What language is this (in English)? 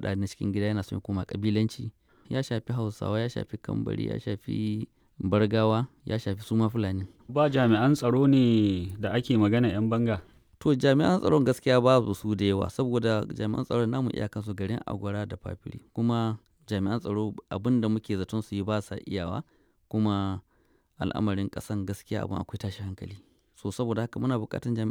Hausa